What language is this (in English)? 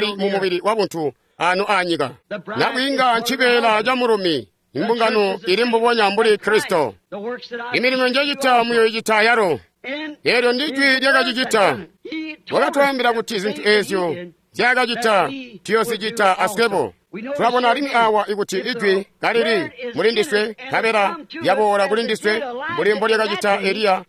Tonga (Zambia)